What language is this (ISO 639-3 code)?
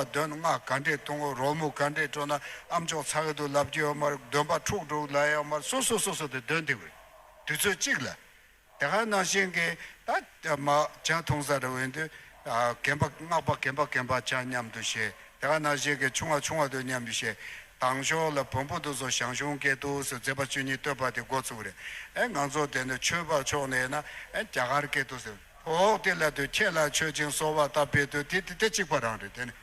bod